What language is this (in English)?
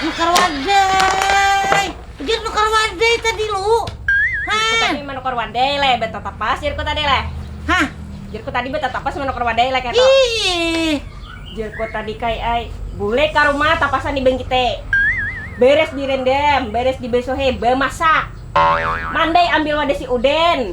Banjar